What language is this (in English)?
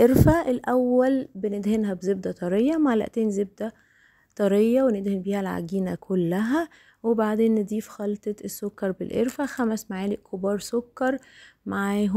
Egyptian Arabic